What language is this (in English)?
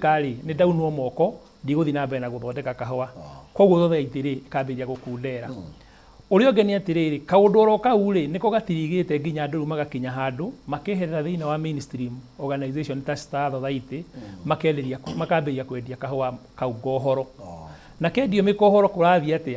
Kikuyu